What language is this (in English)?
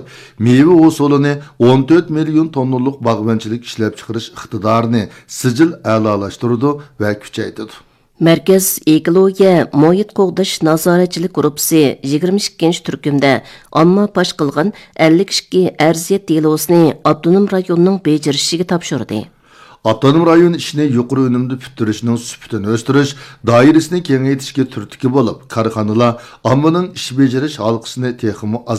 Uyghur